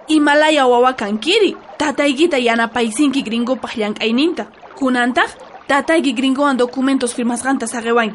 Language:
South Bolivian Quechua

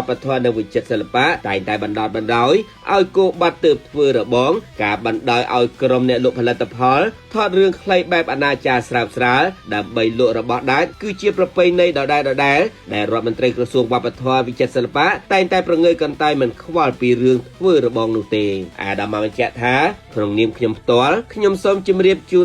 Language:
Khmer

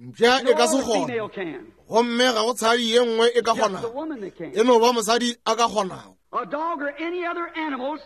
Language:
Northern Sotho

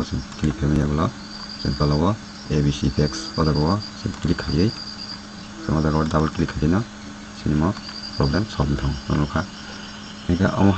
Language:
Kok Borok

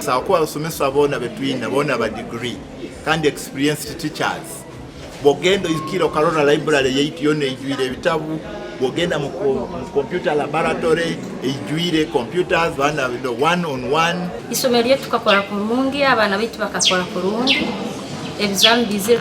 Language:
Nyankole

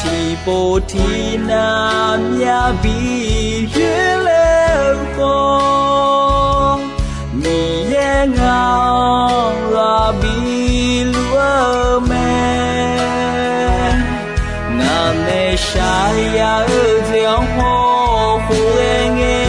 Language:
Akha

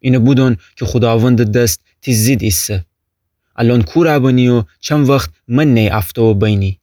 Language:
Gilaki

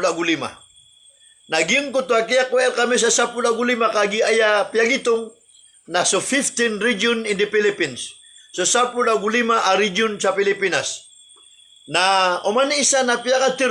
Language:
Maranao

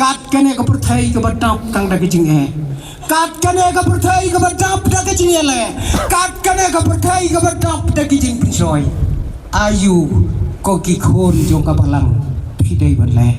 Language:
Khasi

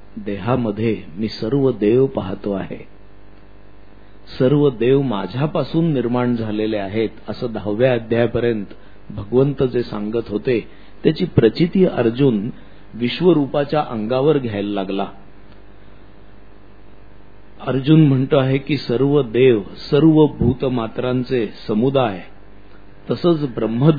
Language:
Marathi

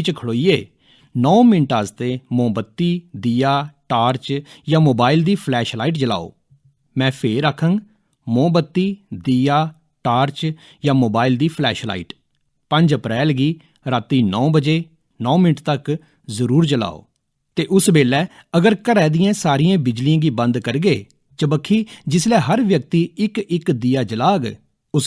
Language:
Dogri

